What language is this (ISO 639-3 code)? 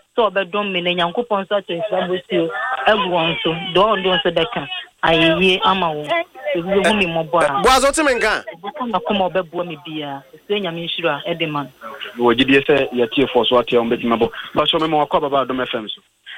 aka